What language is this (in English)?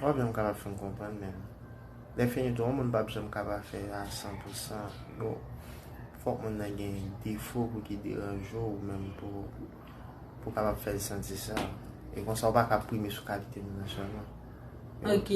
Haitian Creole